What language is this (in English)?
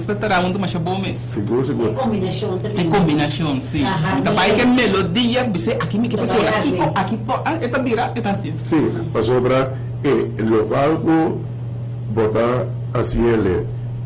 Papiamento